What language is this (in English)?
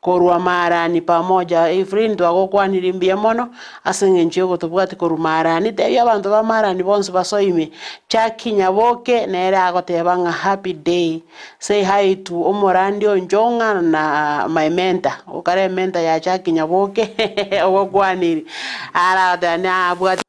Gusii